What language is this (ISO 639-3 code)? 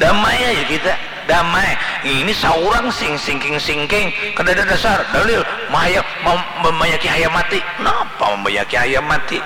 bjn